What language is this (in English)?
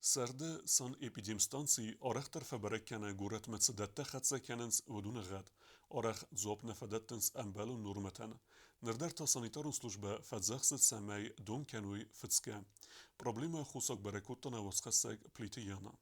Ossetic